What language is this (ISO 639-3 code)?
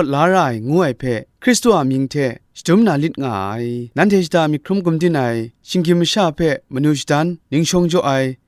kac